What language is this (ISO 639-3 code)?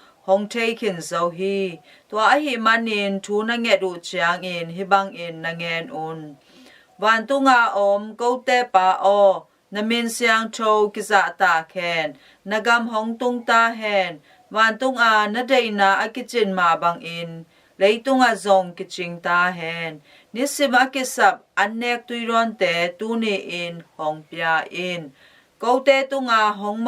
ctd